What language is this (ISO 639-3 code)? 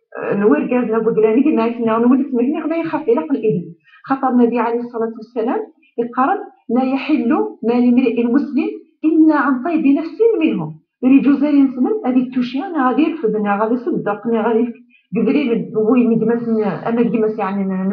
kab